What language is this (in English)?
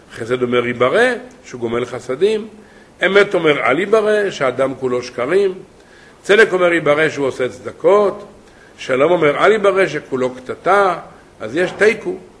Hebrew